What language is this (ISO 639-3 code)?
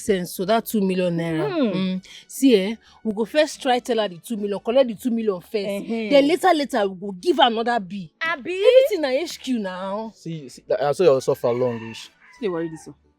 pcm